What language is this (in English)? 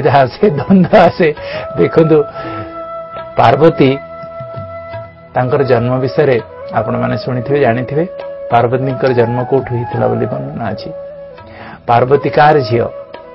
Odia